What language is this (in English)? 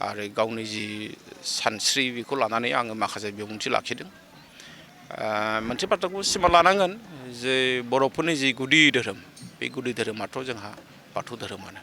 Bodo